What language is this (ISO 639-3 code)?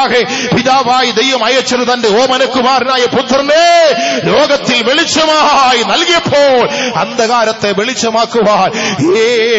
mal